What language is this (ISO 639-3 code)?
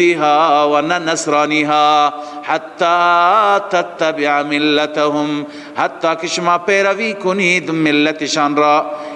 fas